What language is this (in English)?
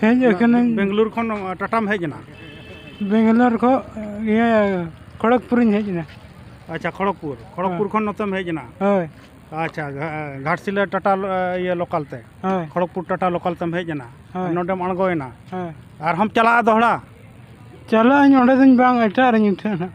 Santali